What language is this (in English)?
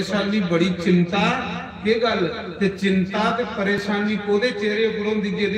Dogri